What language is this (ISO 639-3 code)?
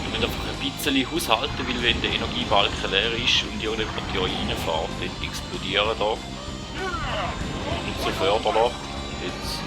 gsw